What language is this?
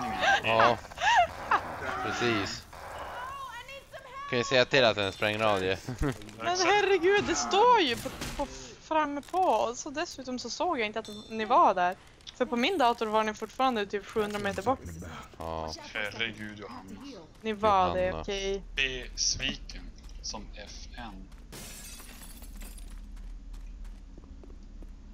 Swedish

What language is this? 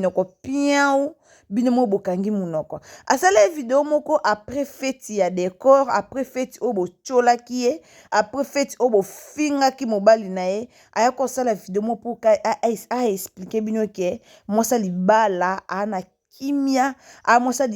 Lingala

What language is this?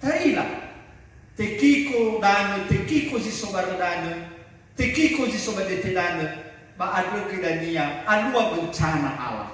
Nias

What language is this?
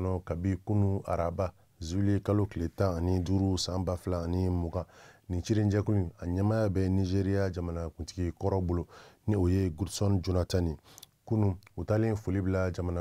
Bambara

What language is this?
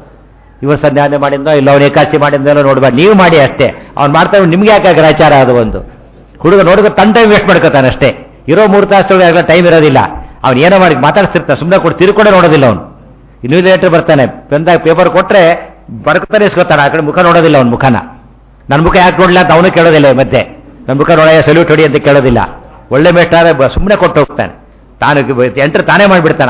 Kannada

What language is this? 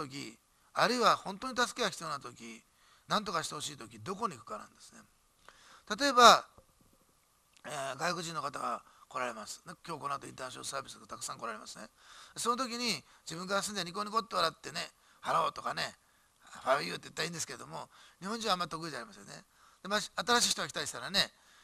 Japanese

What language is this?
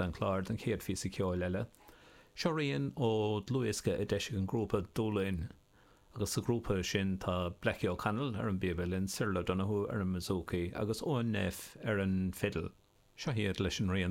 Irish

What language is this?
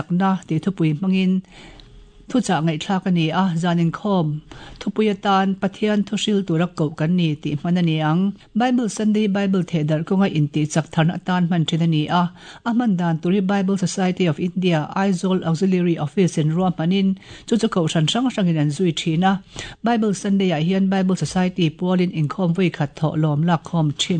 Mizo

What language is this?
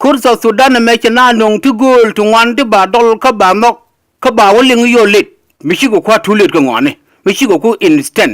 Nuer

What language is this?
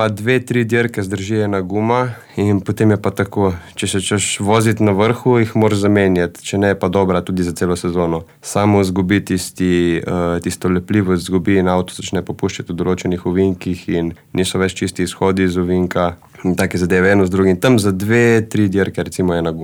Slovenian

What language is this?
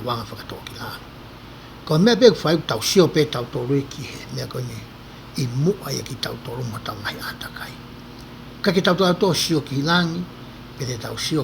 Tongan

